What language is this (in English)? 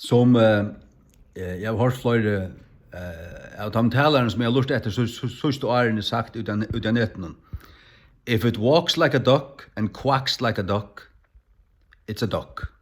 Faroese